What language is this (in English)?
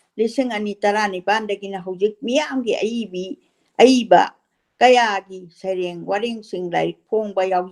Manipuri